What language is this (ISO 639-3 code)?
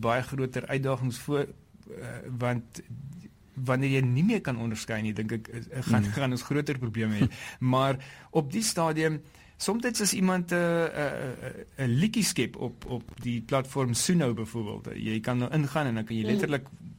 afr